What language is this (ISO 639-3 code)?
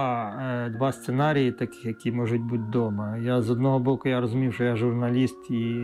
ukr